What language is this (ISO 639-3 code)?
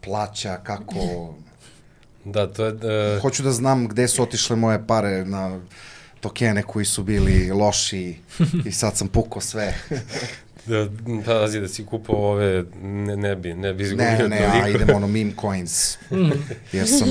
srp